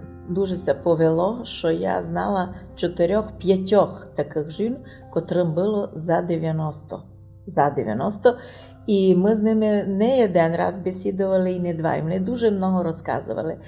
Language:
Rusyn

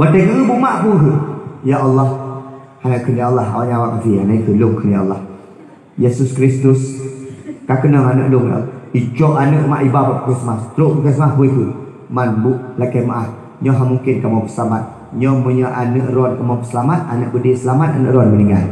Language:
Achinese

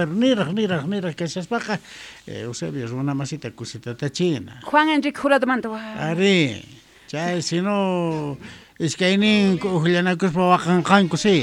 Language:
South Bolivian Quechua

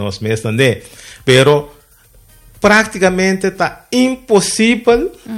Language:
Papiamento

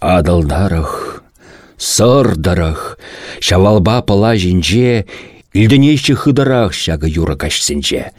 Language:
Chuvash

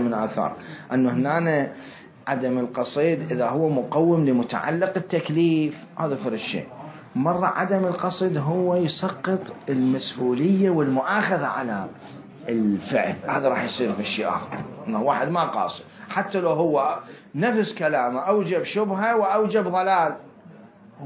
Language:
Mesopotamian Arabic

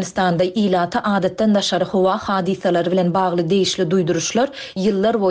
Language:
Turkmen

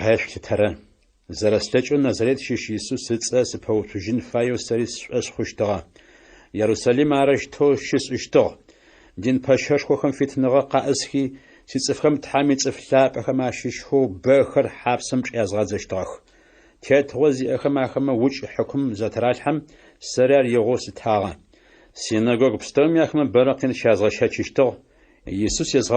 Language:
Adyghe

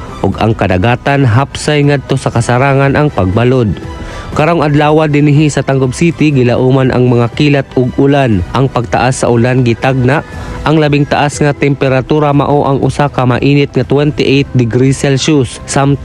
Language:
Cebuano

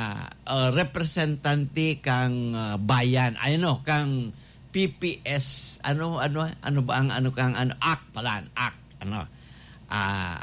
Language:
Bikol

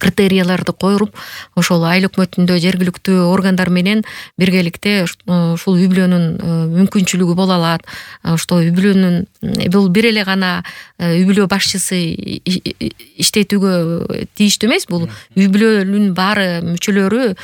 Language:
Kyrgyz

